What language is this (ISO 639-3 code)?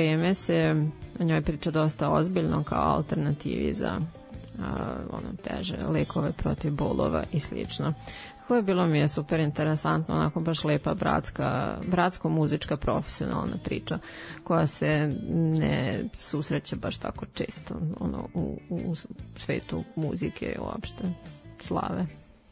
srp